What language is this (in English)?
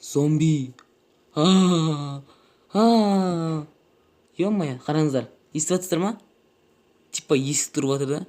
Kazakh